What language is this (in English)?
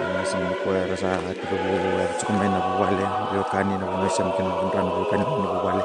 Fijian